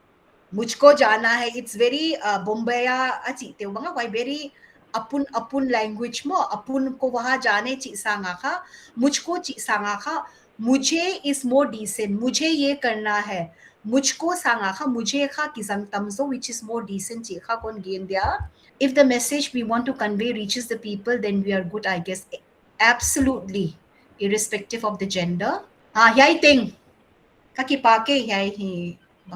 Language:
Paite Chin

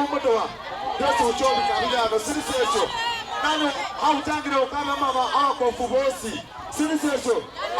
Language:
Soga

